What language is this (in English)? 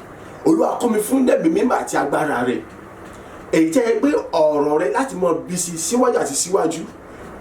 Yoruba